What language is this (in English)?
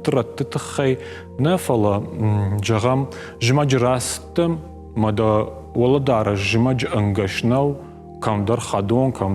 Ossetic